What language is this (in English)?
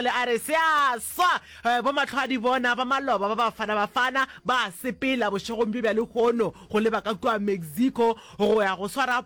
Northern Sotho